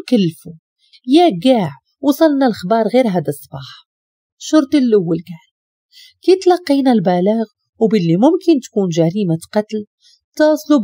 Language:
Moroccan Arabic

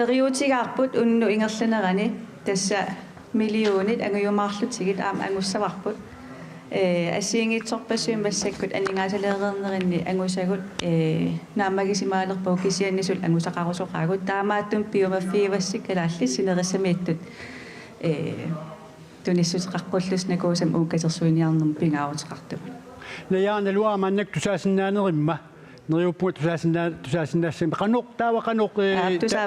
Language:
Kalaallisut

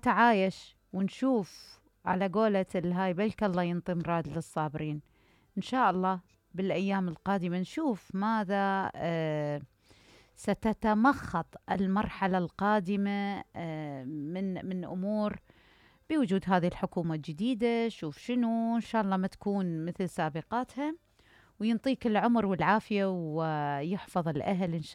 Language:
Mesopotamian Arabic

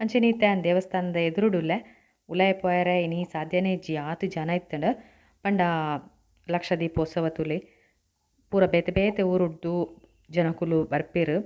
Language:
Tulu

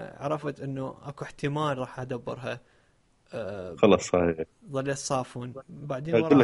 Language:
Mesopotamian Arabic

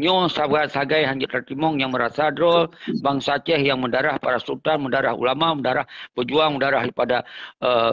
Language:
Achinese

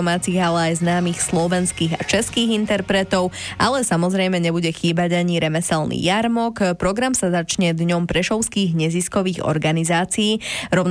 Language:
Slovak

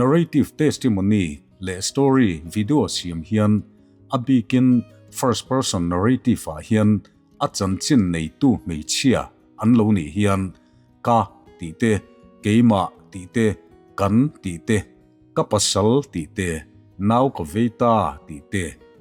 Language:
Mizo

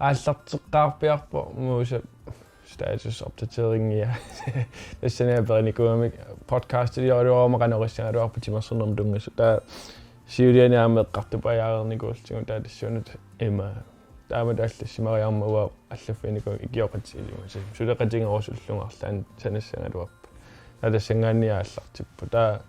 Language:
Kalaallisut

